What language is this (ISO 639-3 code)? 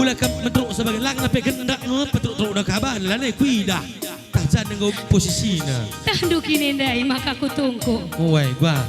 btx